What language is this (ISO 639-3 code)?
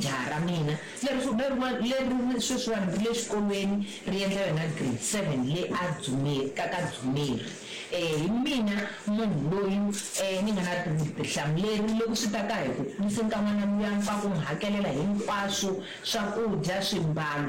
tso